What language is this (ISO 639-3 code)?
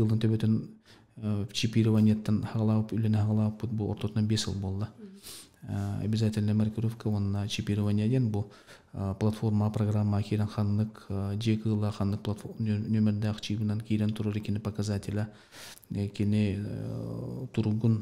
sah